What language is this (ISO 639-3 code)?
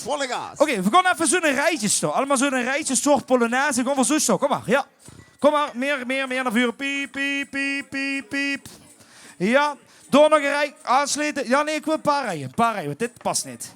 lim